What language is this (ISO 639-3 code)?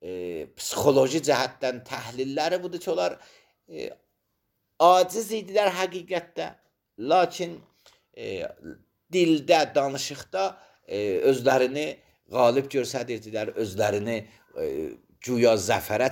aze